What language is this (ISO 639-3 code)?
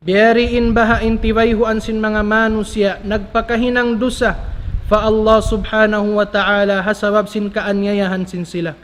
tsg